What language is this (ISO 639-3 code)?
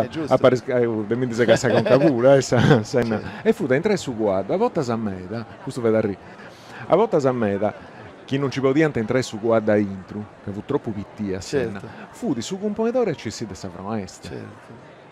srd